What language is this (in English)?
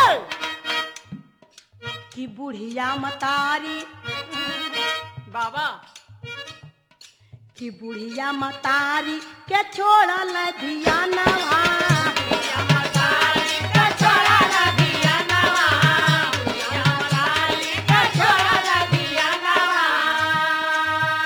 Bhojpuri